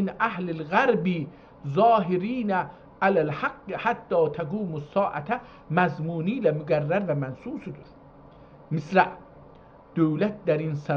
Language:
South Azerbaijani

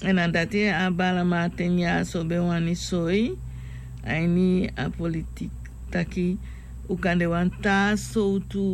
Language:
Sranan Tongo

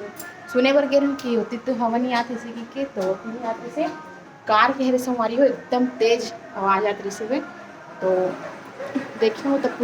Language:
Chhattisgarhi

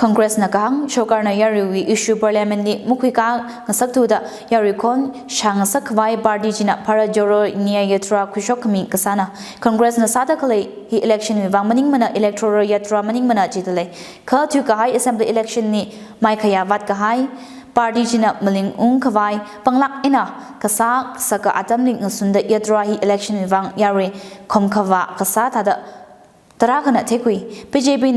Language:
Tangkhul Naga (India)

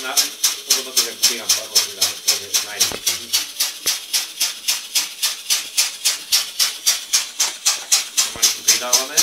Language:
Slovak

